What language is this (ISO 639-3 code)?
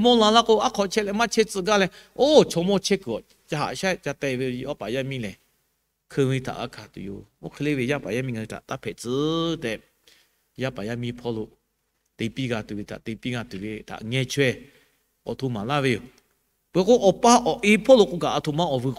lhu